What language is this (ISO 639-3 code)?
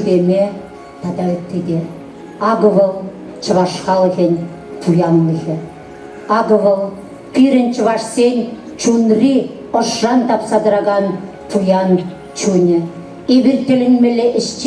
chv